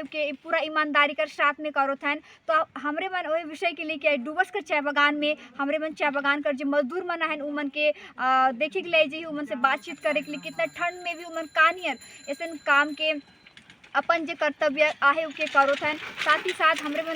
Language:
Sadri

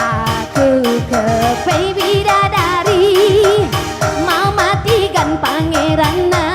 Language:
Batak Karo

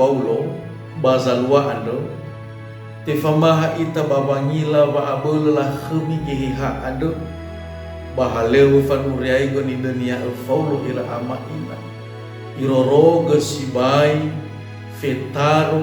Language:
Nias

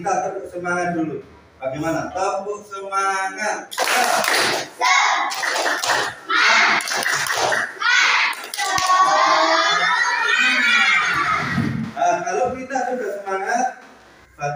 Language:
Indonesian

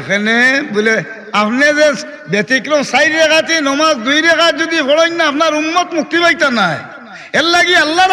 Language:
Sylheti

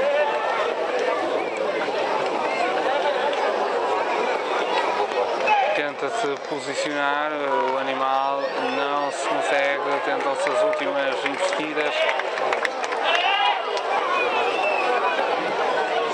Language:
Portuguese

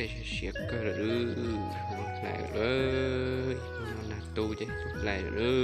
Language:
Hmong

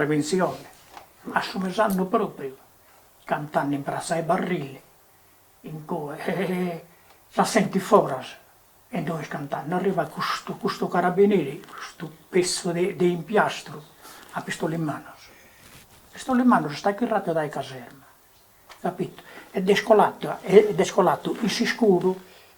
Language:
Sardinian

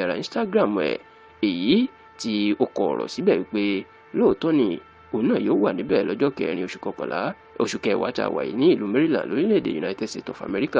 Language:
Yoruba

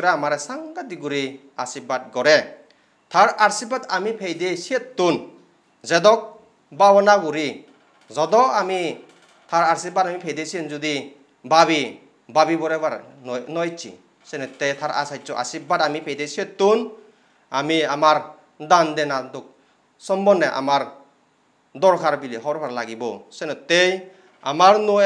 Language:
Chakma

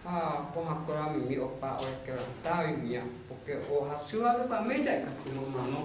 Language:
Guarani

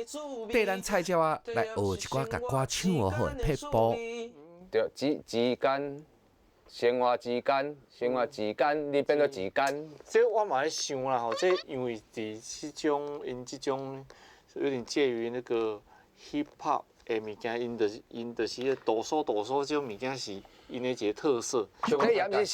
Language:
Min Nan Chinese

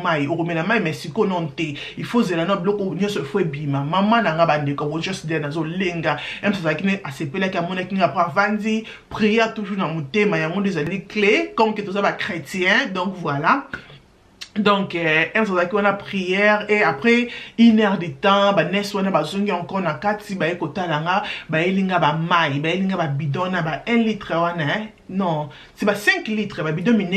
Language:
Lingala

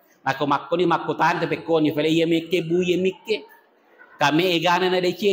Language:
Buginese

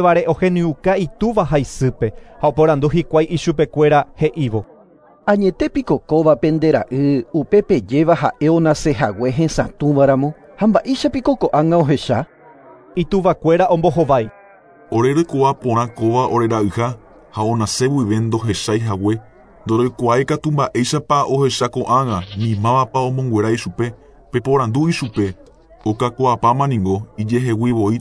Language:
Guarani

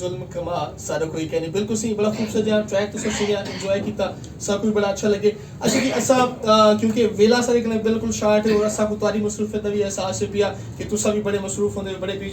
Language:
Saraiki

